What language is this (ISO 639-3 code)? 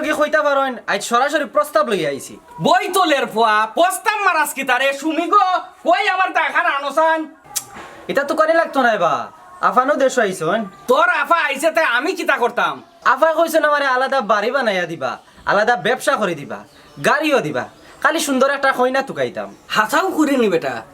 syl